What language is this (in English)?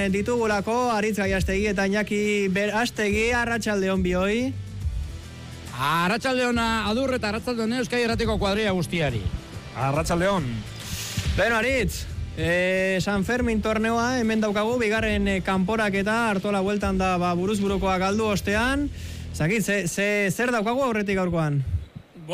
Basque